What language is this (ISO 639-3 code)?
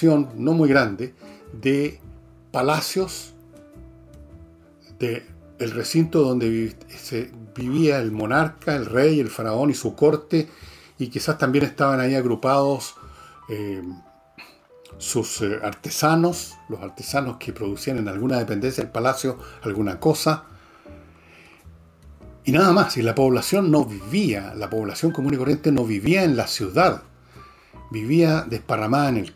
spa